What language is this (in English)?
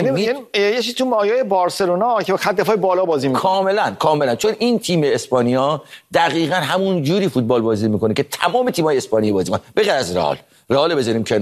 Persian